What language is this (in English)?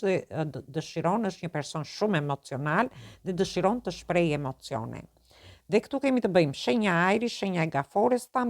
Albanian